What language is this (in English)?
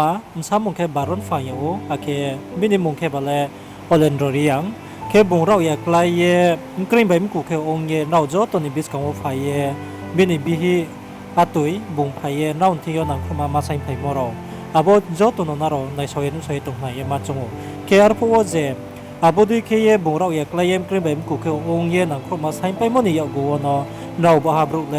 Riang (India)